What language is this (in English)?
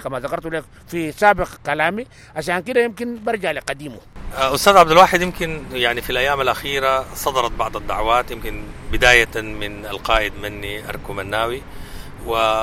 Sudanese Arabic